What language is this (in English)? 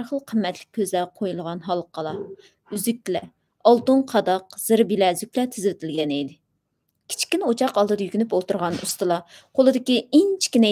Uyghur